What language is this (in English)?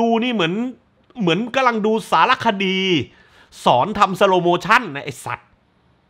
Thai